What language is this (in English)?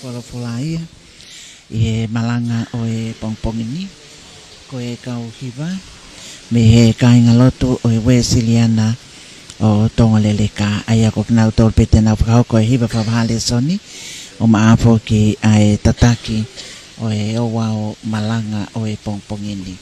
Tongan